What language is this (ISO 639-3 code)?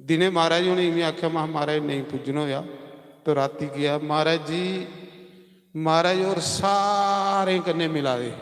doi